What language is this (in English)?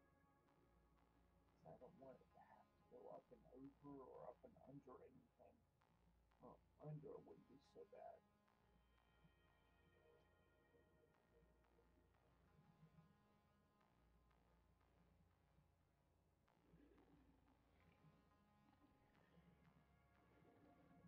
English